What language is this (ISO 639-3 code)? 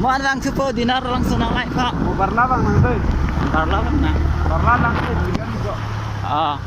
mjw